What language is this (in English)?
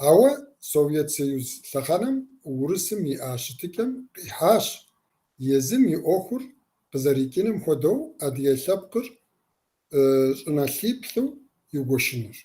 Kabardian